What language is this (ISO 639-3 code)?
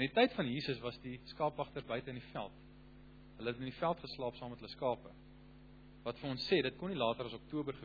afr